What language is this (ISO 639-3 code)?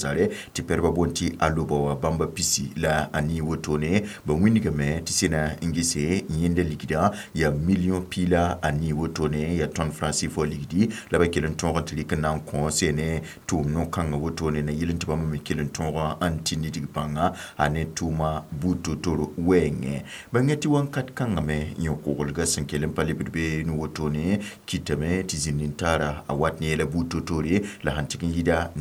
mos